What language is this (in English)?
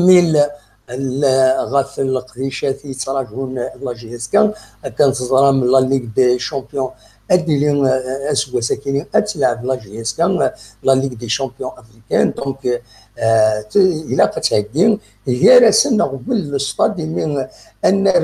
Kabyle